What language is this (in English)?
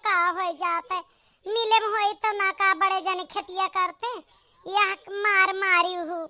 Awadhi